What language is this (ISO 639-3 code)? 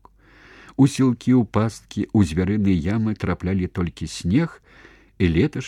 bel